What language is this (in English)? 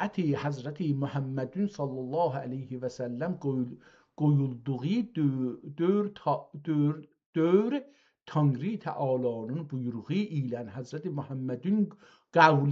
South Azerbaijani